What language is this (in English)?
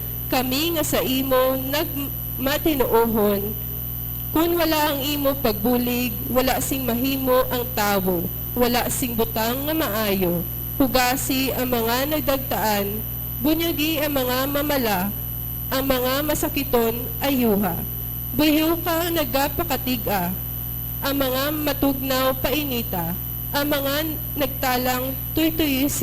Hiligaynon